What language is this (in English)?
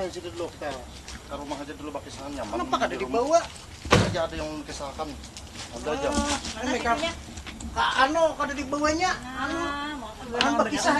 Banjar